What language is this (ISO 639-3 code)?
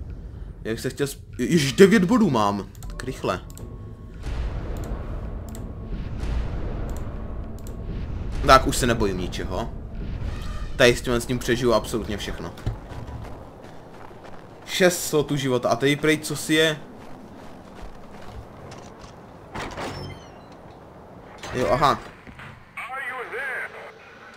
ces